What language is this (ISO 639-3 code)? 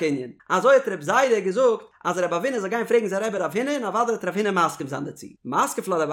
yid